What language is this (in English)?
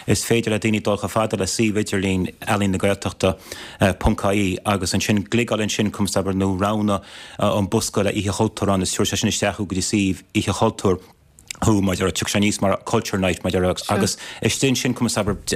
Irish